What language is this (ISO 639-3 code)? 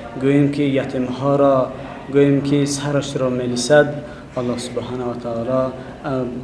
tgk